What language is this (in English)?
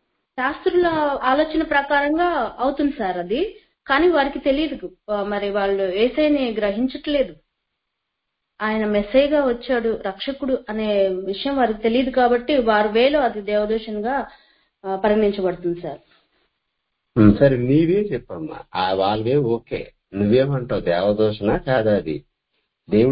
Telugu